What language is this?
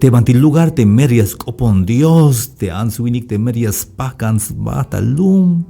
Tzeltal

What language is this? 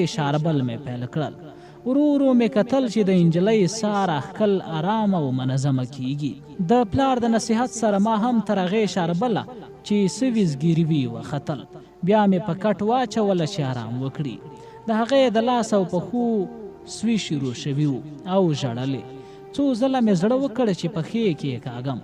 Pashto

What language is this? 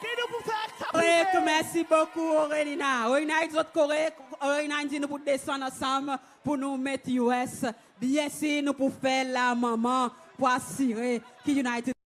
Seselwa Creole French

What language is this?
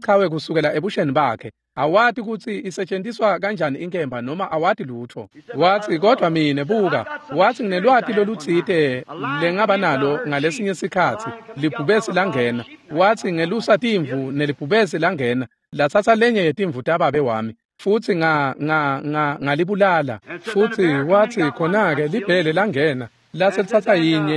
Swati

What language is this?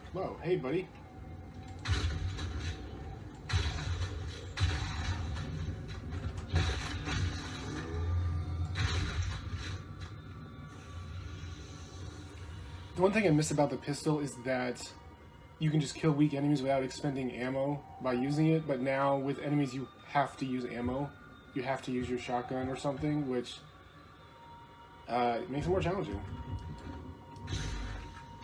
English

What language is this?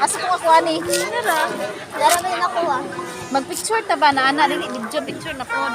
Cebuano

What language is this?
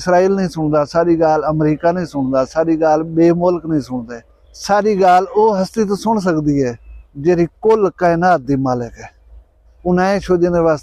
Saraiki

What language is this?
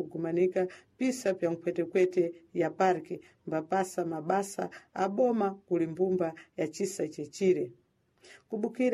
Sena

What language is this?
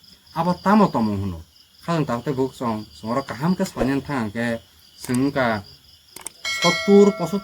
Kok Borok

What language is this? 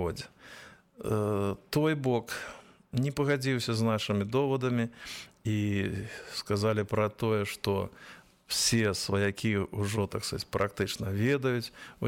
Belarusian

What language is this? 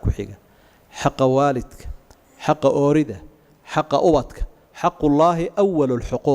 Somali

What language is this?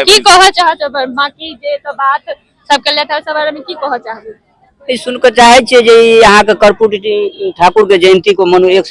Maithili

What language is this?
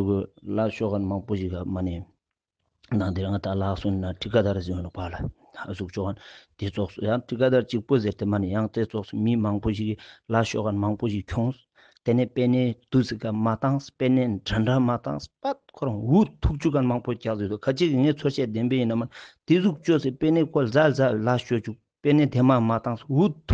Ladakhi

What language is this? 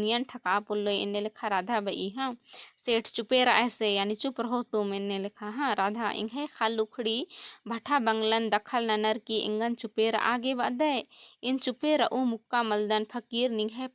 Kurukh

